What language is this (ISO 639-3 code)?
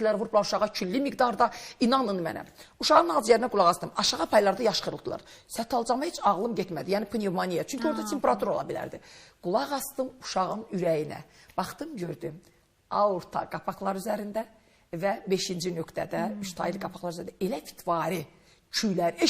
aze